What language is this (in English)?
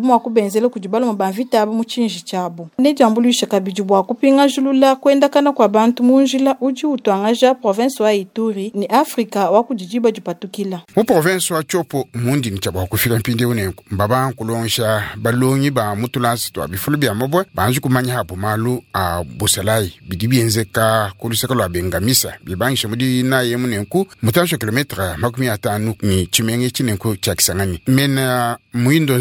Luba-Lulua